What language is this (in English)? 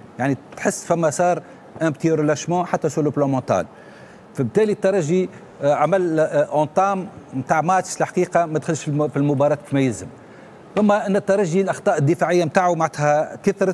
Tunisian Arabic